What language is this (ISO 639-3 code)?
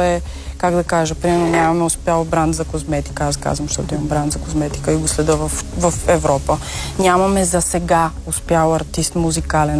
bul